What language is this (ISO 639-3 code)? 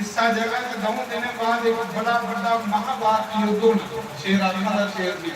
doi